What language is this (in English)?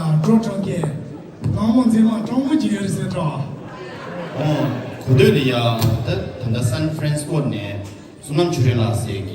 Tibetan